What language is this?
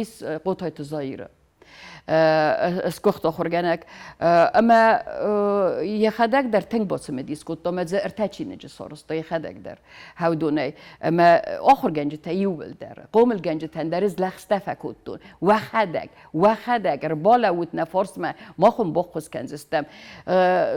Ossetic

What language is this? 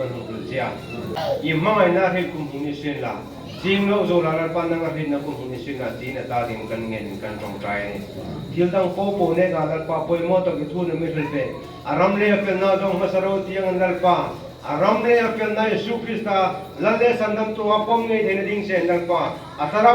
Hmar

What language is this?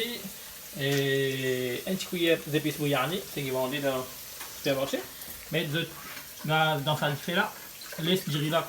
Morisyen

